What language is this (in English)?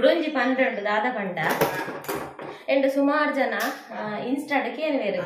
Tulu